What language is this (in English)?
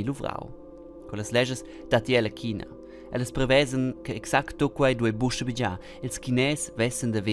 Romansh